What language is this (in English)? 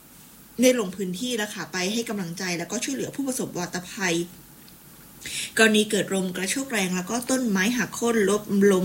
Thai